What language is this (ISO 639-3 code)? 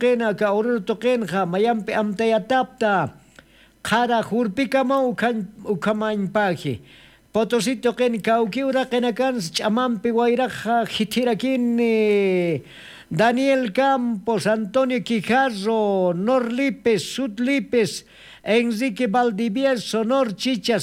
aym